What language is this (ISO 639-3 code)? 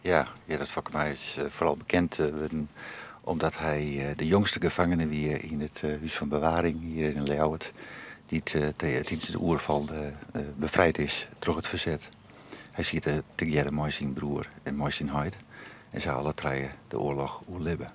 fry